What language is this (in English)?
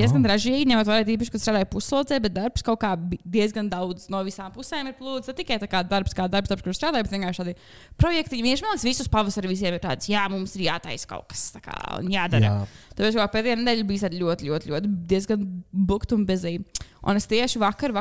Latvian